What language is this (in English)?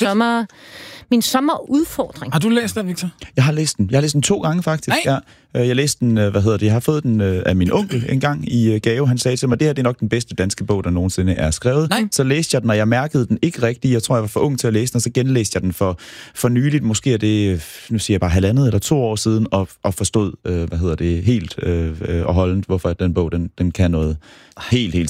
Danish